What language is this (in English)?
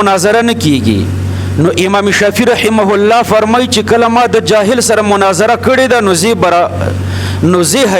Pashto